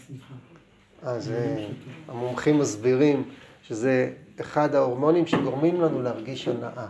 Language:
Hebrew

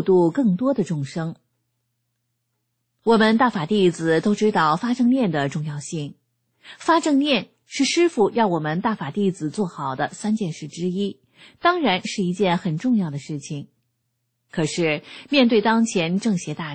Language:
Chinese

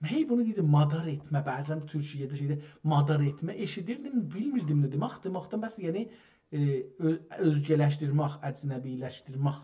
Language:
South Azerbaijani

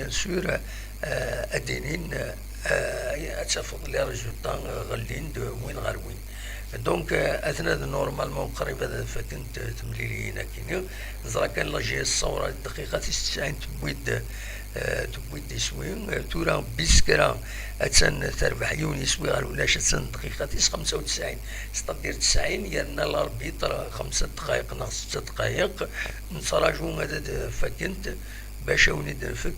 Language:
Kabyle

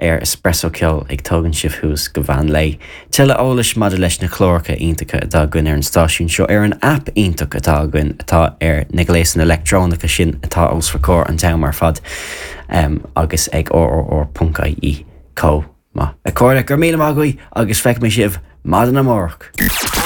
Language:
Irish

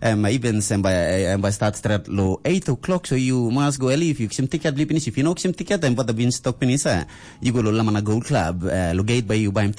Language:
Tok Pisin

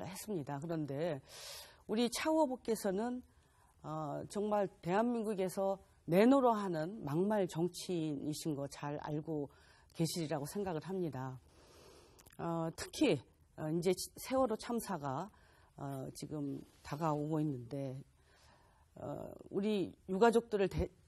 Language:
Korean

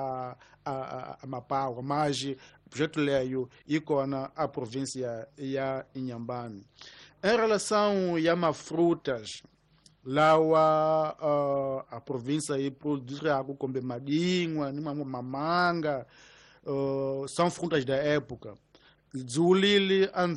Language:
Tsonga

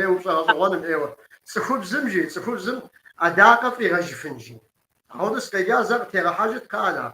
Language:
Kabardian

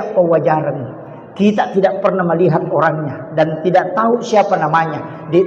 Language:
Buginese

